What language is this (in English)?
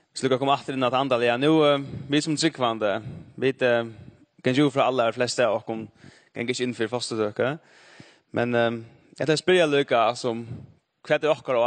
Faroese